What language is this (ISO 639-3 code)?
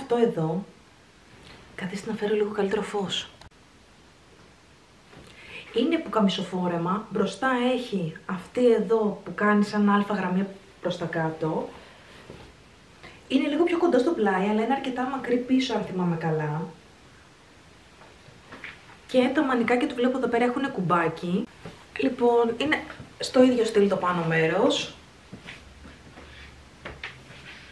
ell